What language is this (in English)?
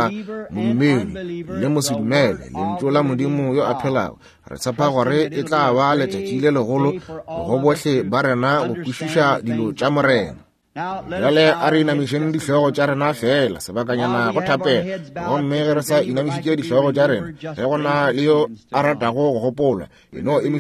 Northern Sotho